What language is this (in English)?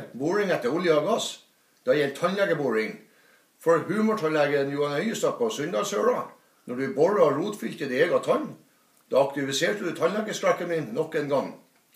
Norwegian